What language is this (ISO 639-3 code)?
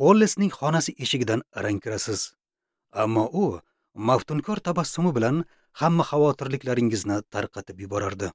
uzb